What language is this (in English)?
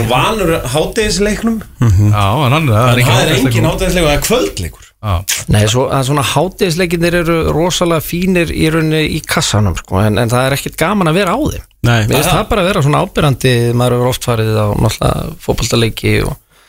Icelandic